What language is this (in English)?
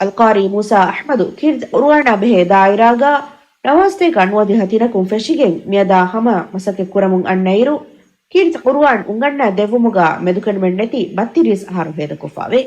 Divehi